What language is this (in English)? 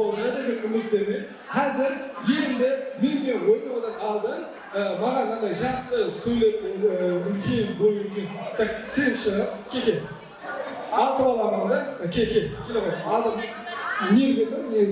Kara-Kalpak